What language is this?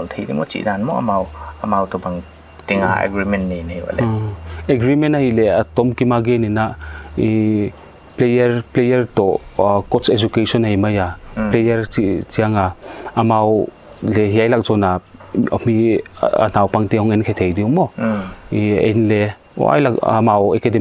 Paite Chin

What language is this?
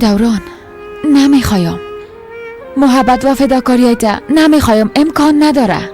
Persian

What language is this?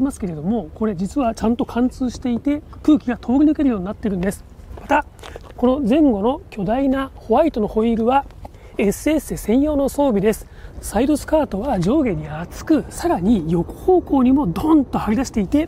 Japanese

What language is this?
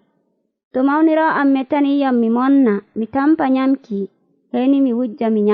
Nigerian Fulfulde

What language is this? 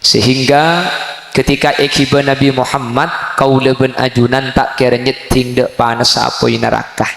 Madurese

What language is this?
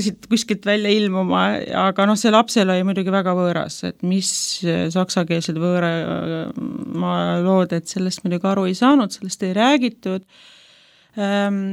Estonian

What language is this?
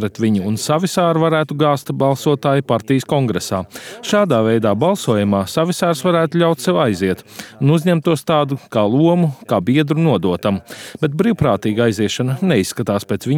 Latvian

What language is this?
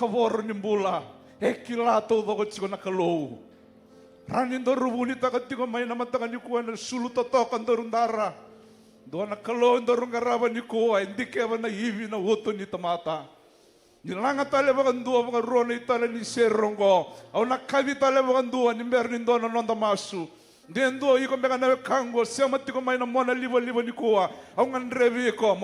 Fijian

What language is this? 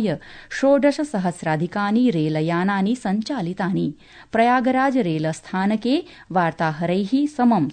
Sanskrit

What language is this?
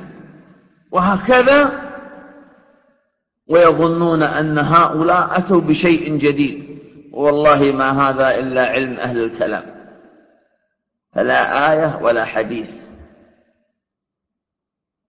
Arabic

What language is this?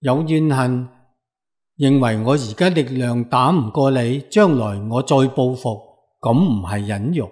Cantonese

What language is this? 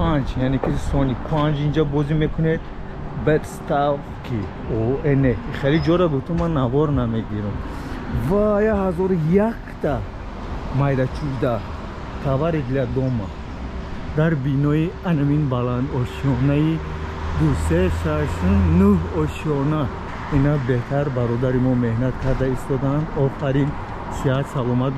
Tajik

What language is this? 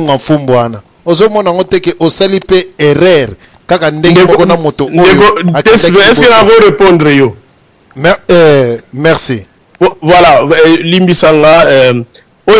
Lingala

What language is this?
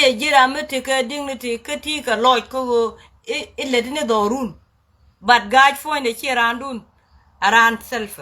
Nuer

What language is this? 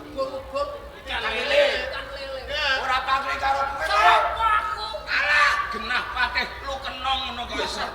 Javanese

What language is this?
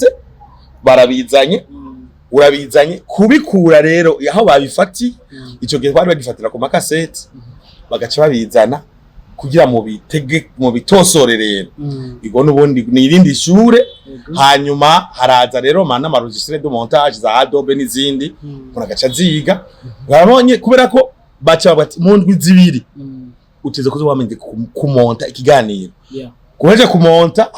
Rundi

